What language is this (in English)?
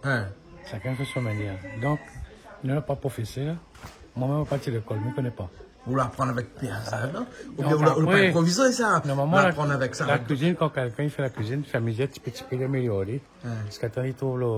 Réunion Creole French